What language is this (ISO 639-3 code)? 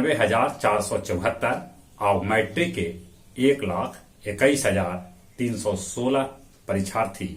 mag